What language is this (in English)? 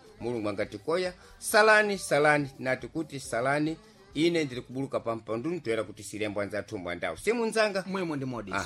Sena